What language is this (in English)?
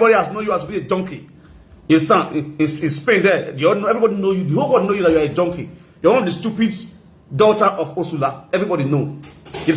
Nigerian Pidgin